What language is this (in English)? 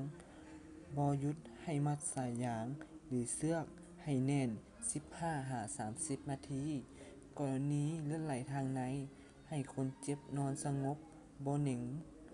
Lao